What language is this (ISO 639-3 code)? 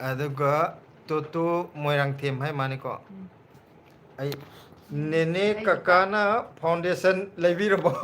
mni